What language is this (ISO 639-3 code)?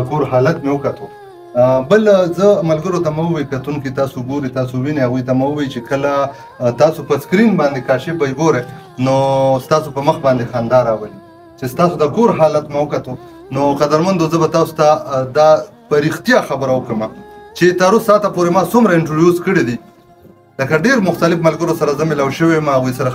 pus